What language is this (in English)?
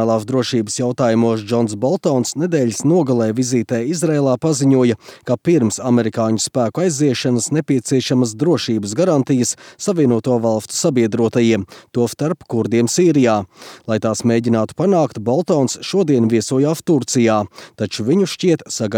Latvian